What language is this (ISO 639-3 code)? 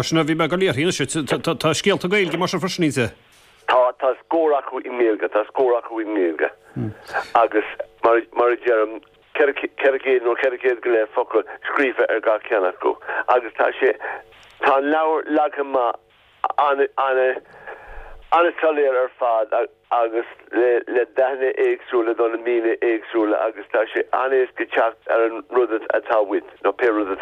gle